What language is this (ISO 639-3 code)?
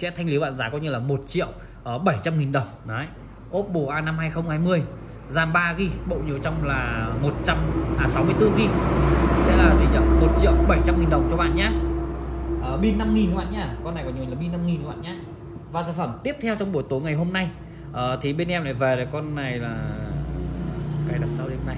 vie